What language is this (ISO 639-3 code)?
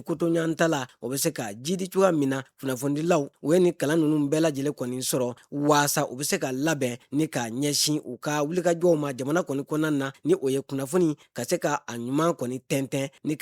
bam